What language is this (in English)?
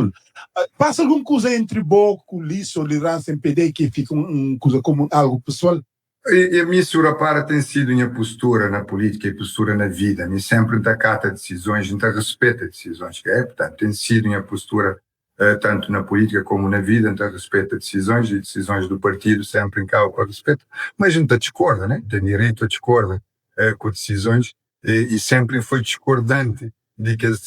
Kabuverdianu